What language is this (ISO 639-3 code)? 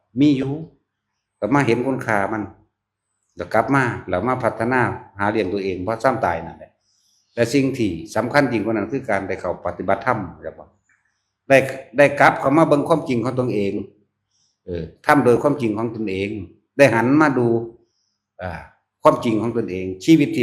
tts